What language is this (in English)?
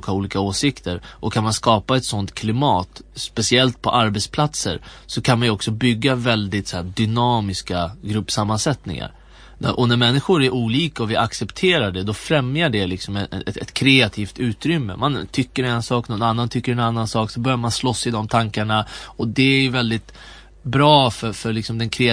Swedish